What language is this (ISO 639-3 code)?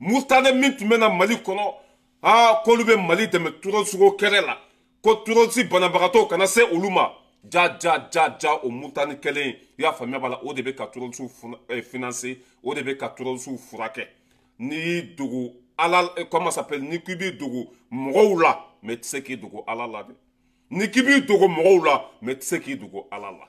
bam